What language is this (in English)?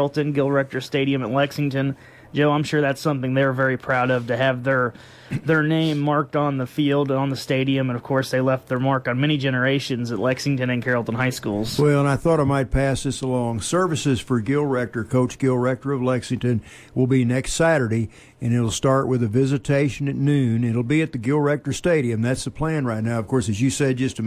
English